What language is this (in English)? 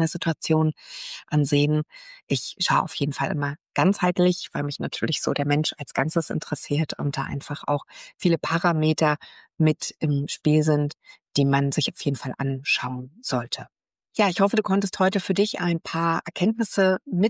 German